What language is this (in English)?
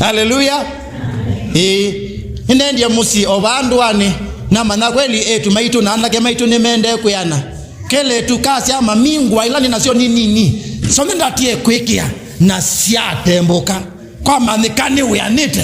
Kamba